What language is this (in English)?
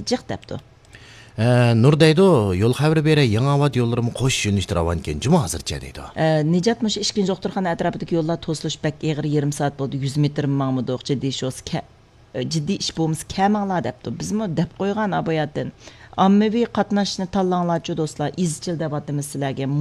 Uyghur